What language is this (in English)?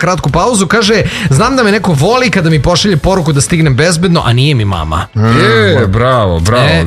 Serbian